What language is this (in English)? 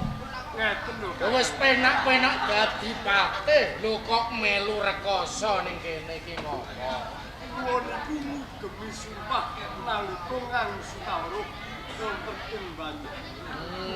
Javanese